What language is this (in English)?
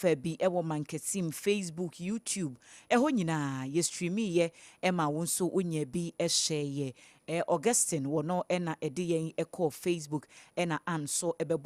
Akan